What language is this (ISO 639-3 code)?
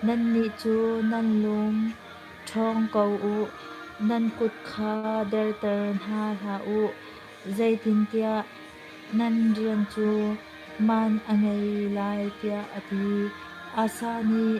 cnh